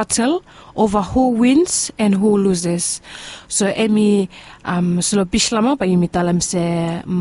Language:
Bislama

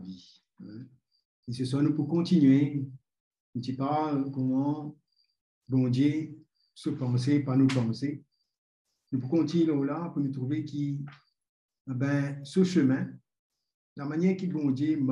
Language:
Morisyen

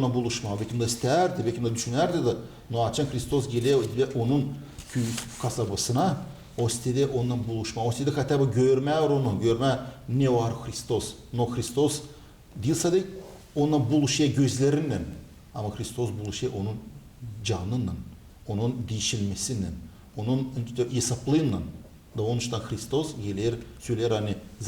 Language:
Gagauz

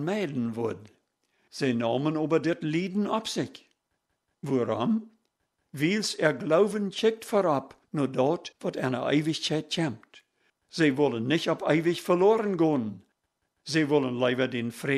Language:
Plautdietsch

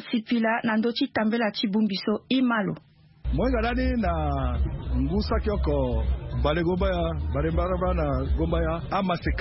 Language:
Sango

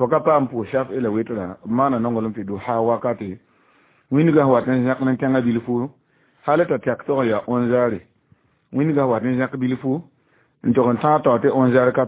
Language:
Mossi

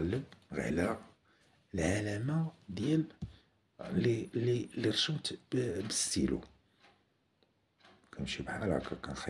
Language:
Moroccan Arabic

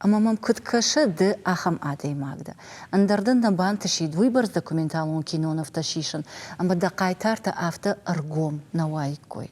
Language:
Ossetic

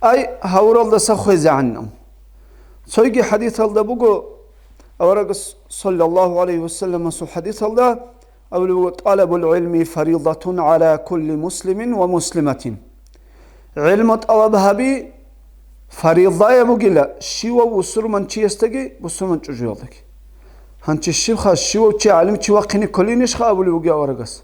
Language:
Avaric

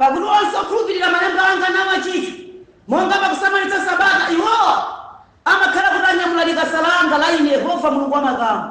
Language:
Nyanja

